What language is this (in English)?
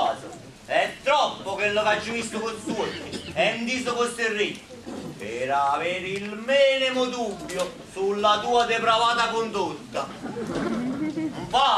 Neapolitan